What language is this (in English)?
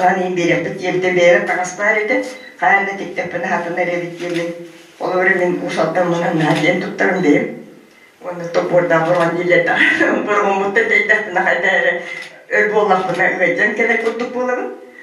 Yakut